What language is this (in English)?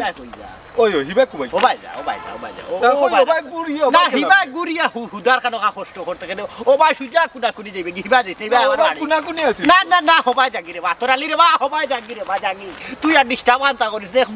Sylheti